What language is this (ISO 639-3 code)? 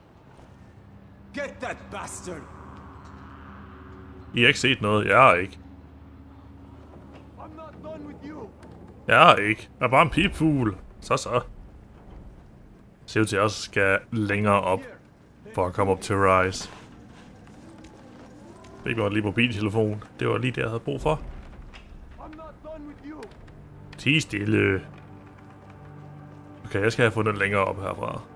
dan